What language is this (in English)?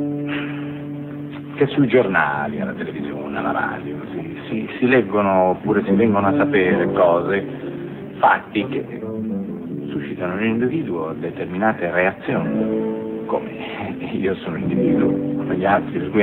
Italian